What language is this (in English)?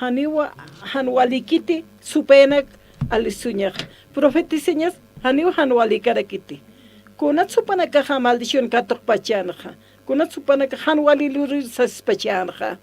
Aymara